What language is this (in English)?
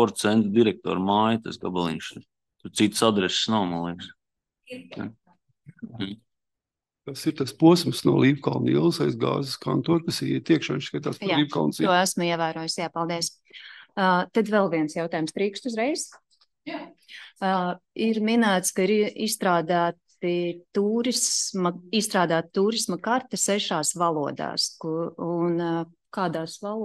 Latvian